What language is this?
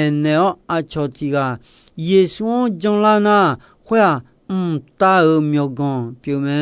Akha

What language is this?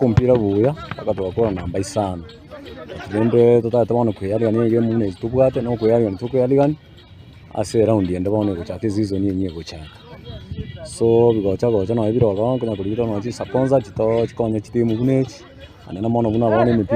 Gusii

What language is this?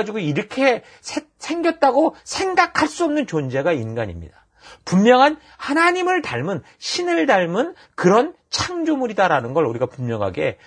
Korean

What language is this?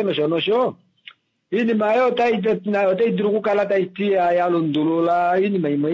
Kuanyama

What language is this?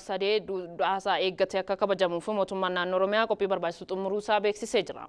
Oromo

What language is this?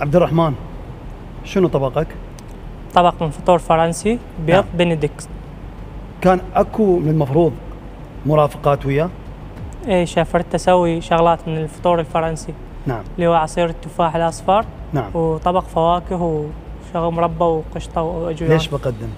Mesopotamian Arabic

